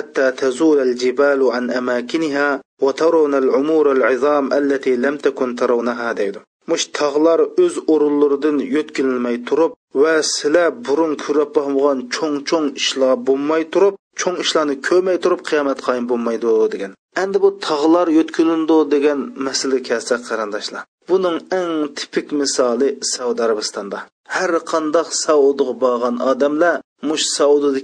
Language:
Uyghur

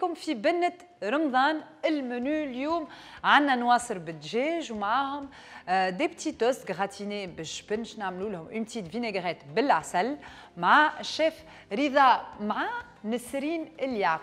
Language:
Tunisian Arabic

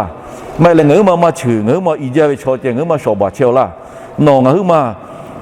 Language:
Lahu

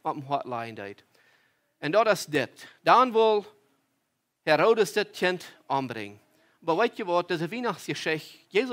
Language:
Plautdietsch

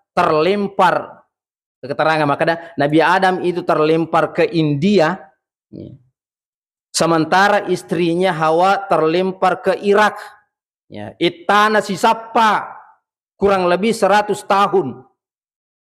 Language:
Buginese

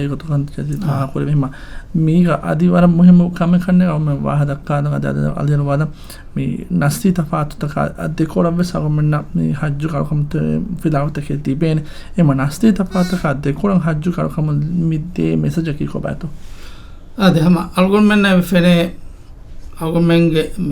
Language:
Divehi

